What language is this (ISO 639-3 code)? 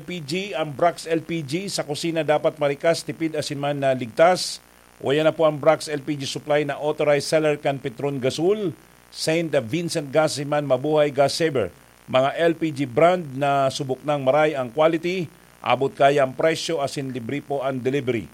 bik